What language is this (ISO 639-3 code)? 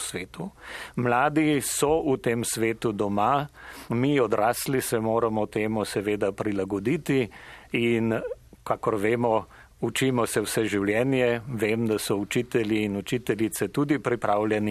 slv